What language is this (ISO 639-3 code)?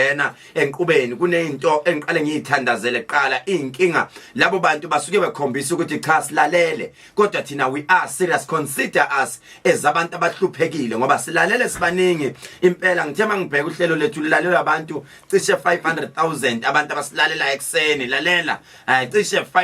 zul